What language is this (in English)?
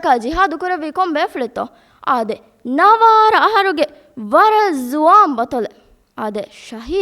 Divehi